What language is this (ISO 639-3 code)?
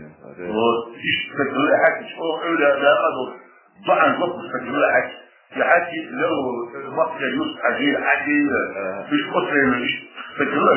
che